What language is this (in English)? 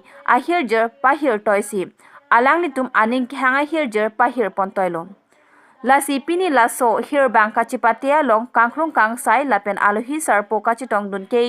Karbi